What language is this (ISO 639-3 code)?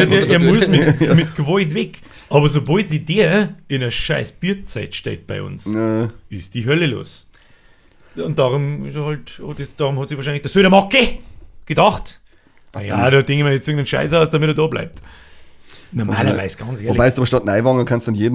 bar